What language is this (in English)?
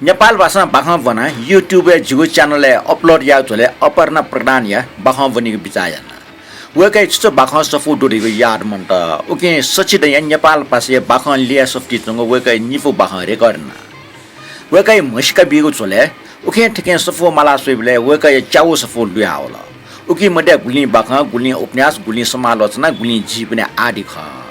Newari